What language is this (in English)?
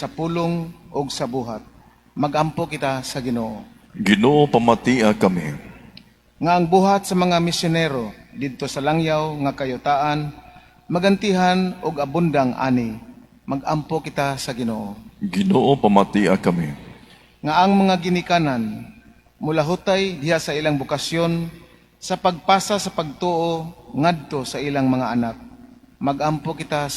Cebuano